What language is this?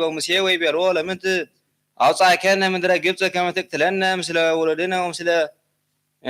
Geez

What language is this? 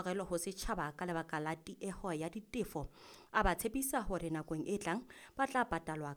Southern Sotho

